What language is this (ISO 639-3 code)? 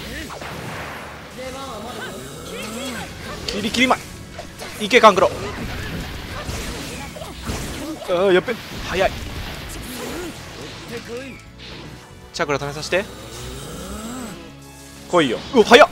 jpn